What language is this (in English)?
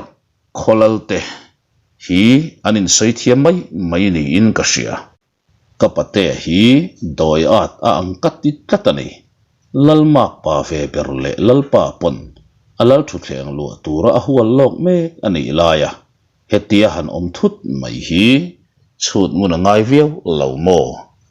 Mizo